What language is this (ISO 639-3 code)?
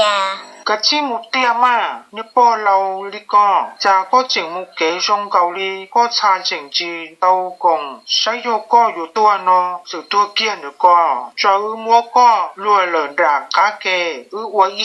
hmn